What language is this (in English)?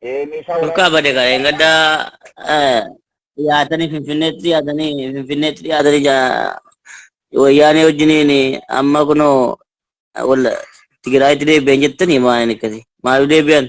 Oromo